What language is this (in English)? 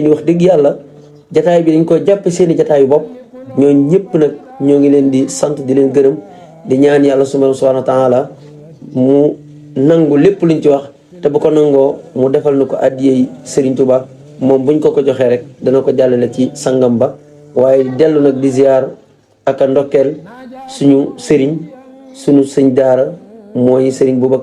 Wolof